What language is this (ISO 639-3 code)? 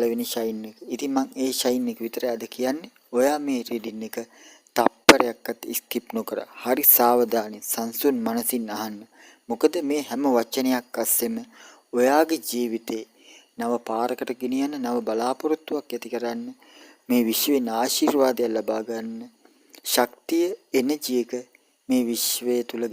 sin